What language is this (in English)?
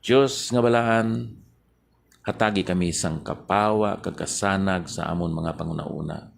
Hiligaynon